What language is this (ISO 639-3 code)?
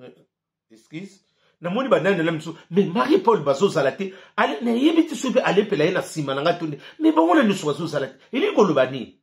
lin